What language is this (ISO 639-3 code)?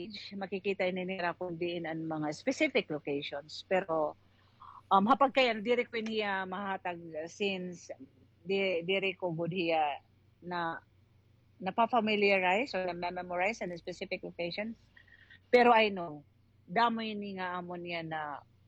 war